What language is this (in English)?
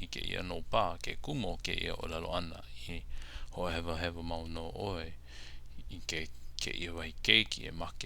Hawaiian